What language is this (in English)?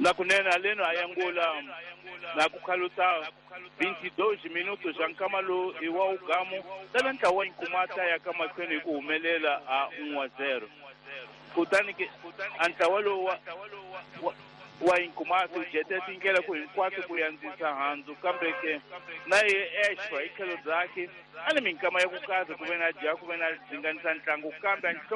Tsonga